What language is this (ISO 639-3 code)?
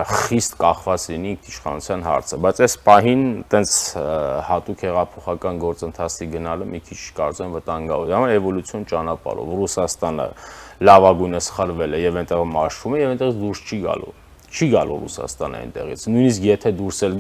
hye